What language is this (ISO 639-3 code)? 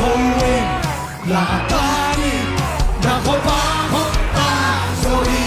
ctd